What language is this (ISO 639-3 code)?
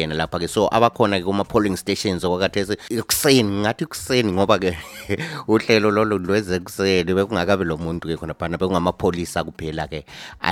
nde